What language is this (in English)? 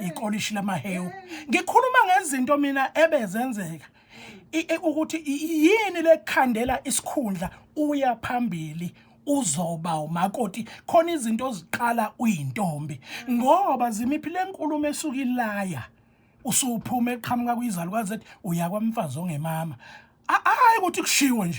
Zulu